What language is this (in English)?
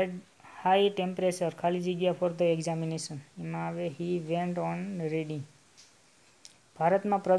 Gujarati